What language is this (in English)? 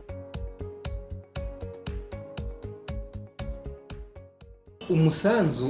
Kinyarwanda